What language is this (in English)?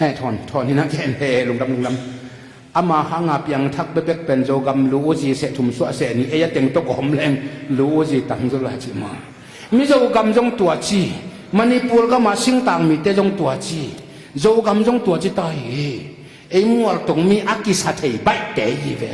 Tedim Chin